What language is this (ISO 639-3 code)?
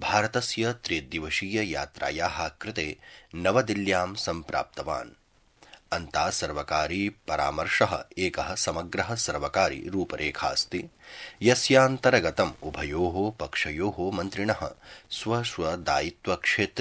san